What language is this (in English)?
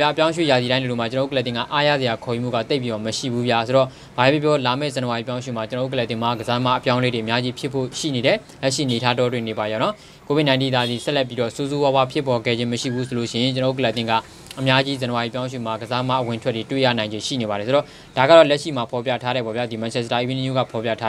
Burmese